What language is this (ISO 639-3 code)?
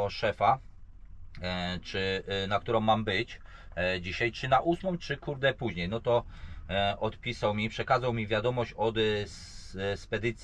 pol